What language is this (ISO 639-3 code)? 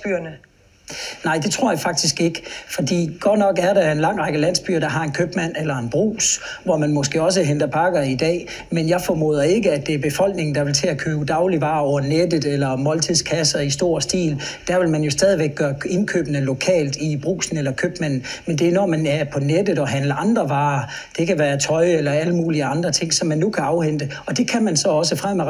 dan